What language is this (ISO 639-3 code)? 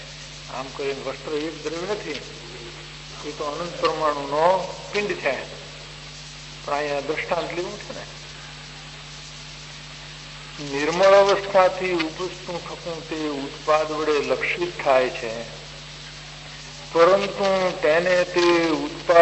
guj